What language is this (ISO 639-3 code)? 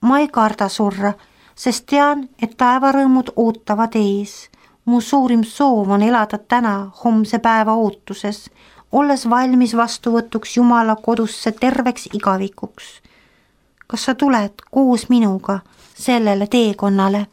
est